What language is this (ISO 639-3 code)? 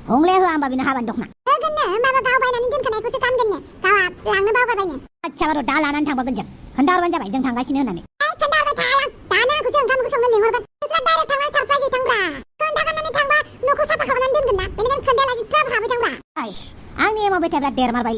brx